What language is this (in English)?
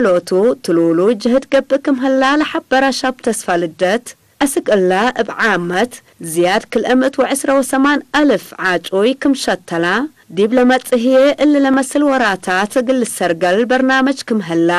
Tigre